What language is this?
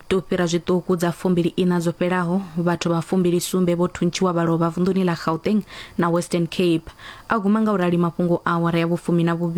Venda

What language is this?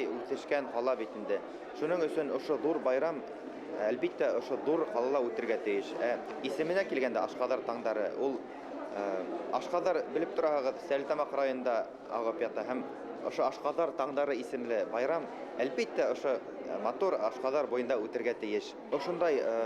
Bashkir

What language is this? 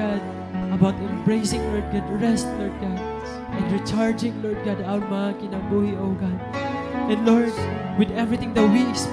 Waray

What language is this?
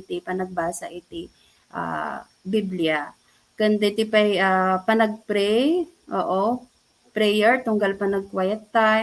Iloko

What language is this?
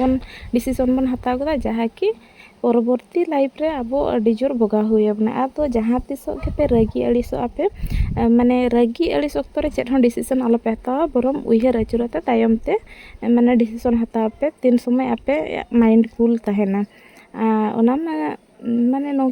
Santali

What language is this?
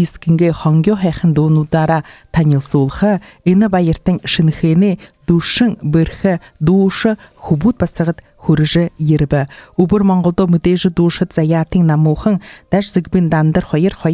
Buriat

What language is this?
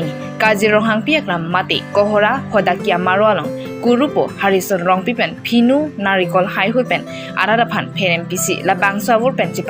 Karbi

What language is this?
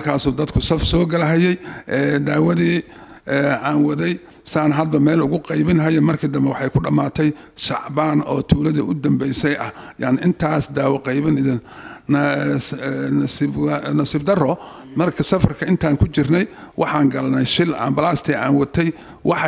Somali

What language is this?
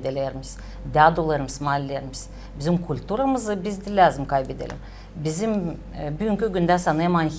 Gagauz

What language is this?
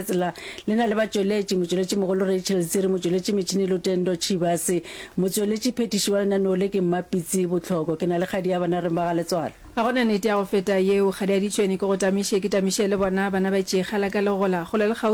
Northern Sotho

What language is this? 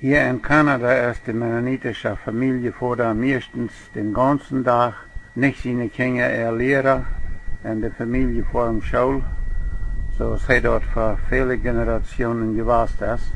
Plautdietsch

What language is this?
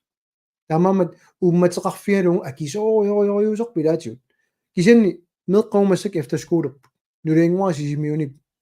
Kalaallisut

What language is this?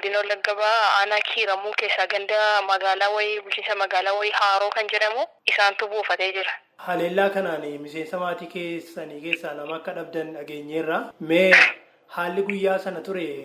Oromo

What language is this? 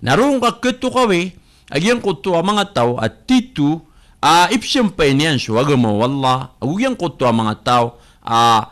Maranao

